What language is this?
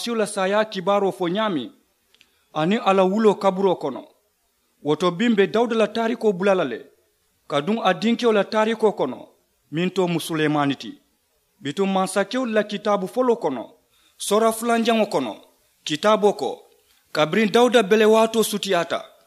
Mandingo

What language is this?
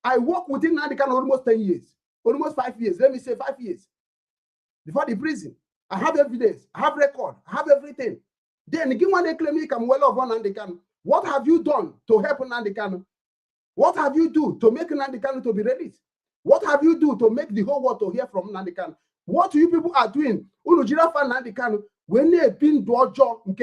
Igbo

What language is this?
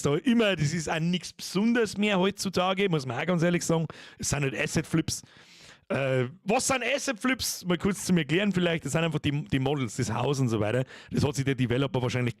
Bavarian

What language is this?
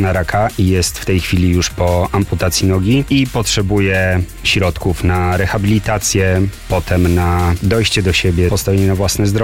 Polish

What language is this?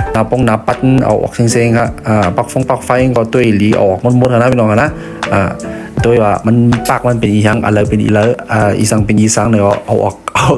Shan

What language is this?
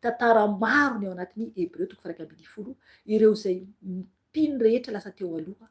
Malagasy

